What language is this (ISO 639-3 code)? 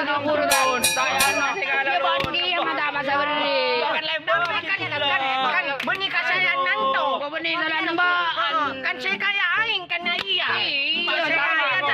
mad